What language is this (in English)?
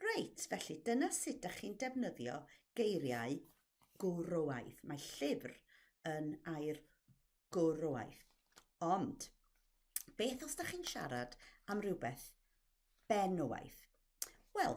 Welsh